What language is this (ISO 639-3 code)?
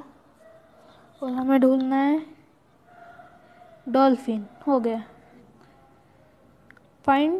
hin